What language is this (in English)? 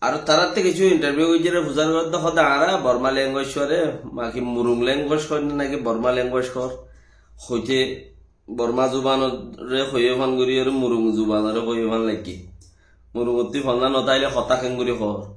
Rohingya